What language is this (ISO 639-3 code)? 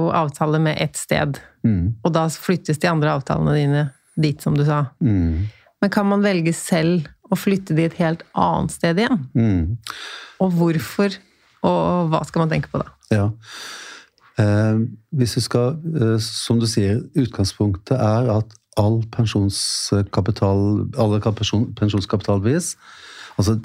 nor